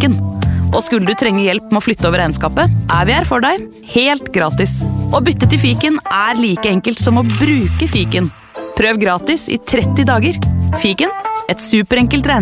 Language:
Norwegian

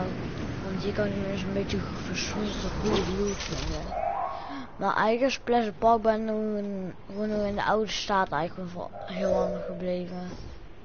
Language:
Dutch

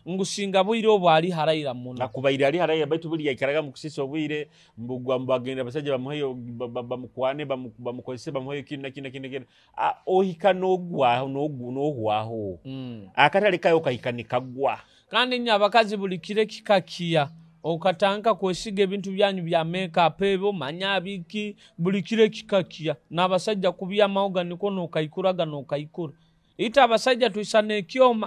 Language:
Nyoro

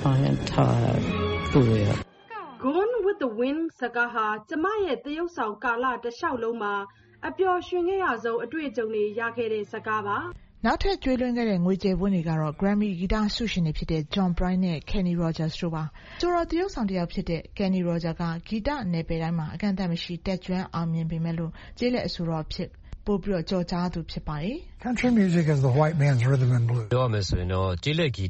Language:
Burmese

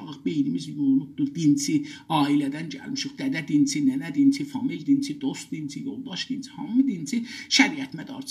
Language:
South Azerbaijani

